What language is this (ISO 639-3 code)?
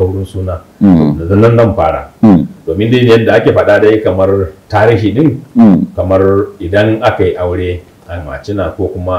hau